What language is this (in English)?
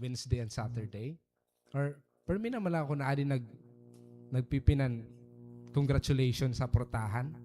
Waray